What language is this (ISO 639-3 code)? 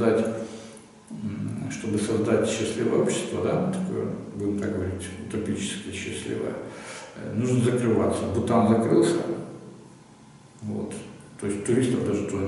rus